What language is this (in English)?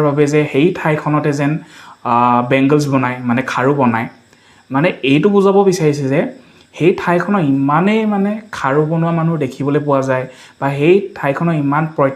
Assamese